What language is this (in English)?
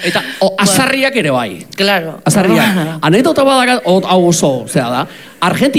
Basque